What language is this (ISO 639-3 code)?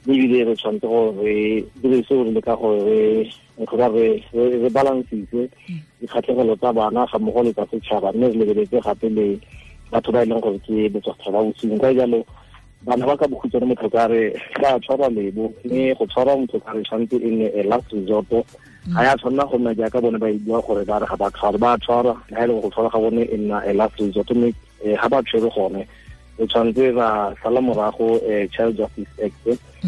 tsn